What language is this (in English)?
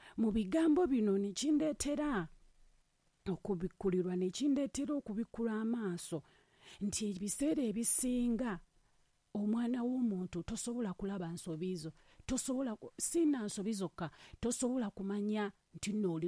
Ganda